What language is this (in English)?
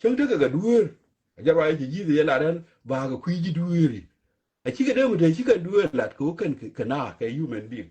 Nuer